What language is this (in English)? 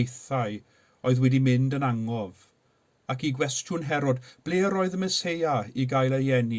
Welsh